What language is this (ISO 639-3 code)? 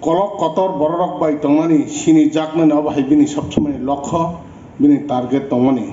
trp